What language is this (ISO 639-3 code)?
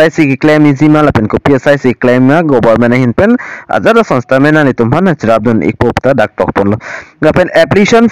mjw